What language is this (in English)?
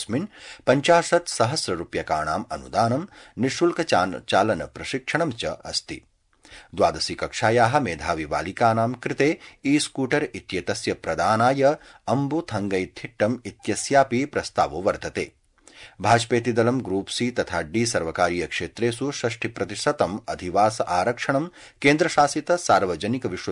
Sanskrit